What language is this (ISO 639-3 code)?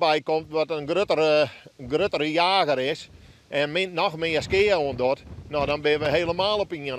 fry